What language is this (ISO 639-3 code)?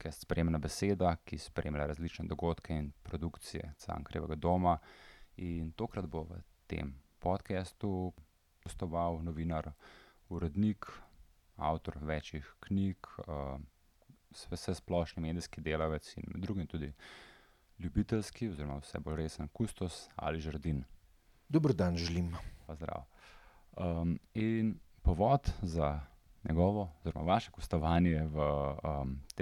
slv